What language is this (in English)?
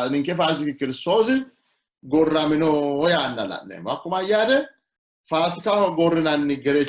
Sidamo